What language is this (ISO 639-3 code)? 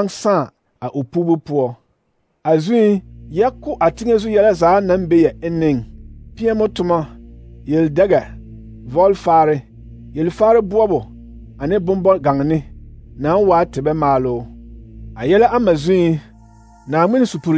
dga